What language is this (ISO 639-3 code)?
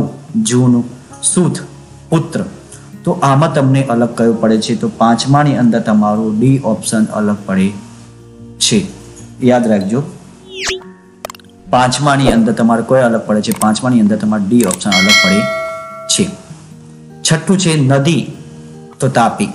guj